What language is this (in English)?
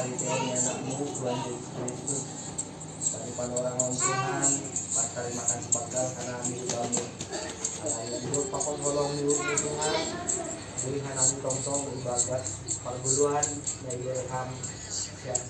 Batak Simalungun